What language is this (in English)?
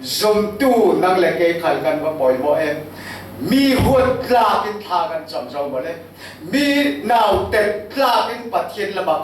Falam Chin